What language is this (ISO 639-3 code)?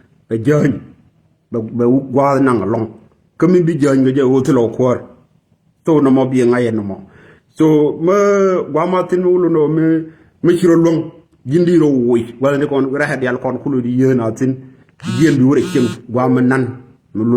nus